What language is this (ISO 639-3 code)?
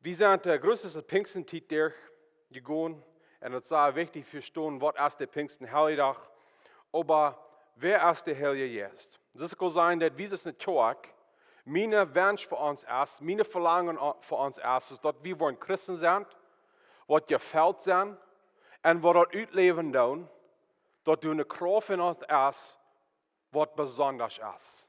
pdt